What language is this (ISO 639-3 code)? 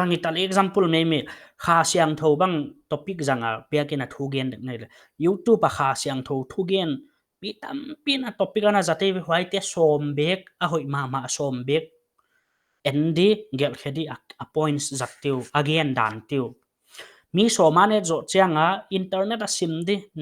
pck